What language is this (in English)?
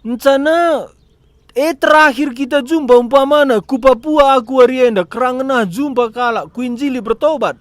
Batak Karo